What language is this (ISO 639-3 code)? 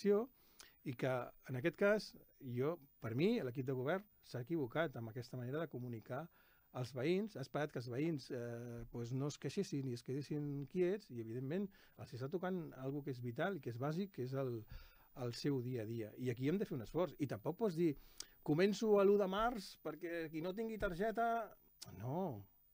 cat